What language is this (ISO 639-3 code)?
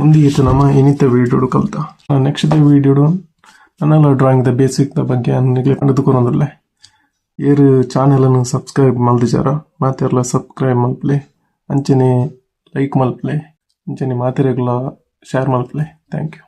tcy